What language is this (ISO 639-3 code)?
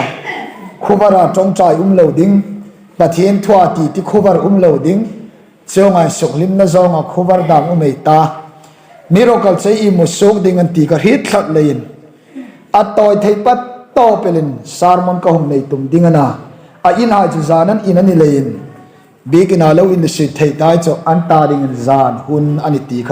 hmr